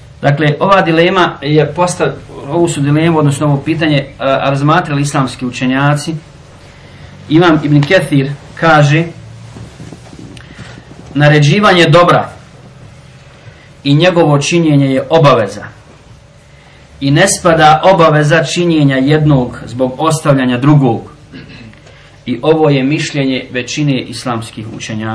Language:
Bosnian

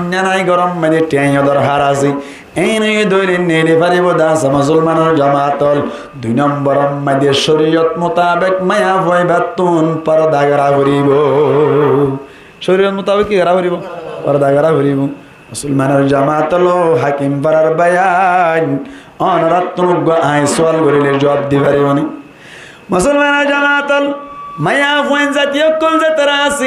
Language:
Rohingya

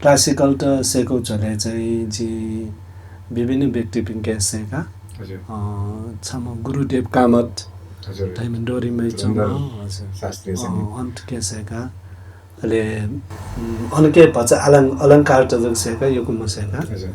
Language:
Newari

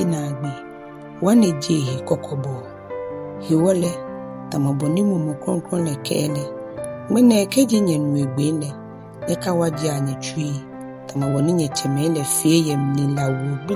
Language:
Ga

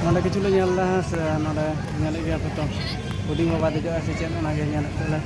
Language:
Santali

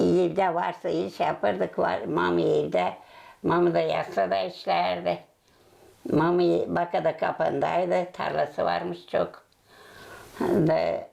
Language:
Gagauz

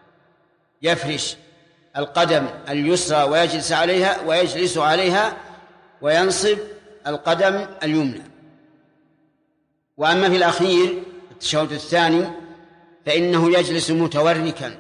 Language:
Arabic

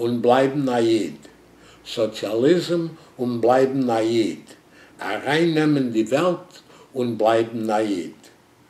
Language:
Yiddish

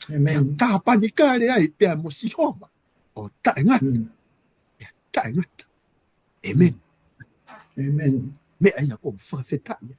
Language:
Tongan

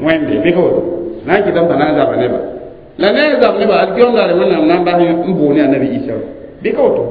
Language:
Mossi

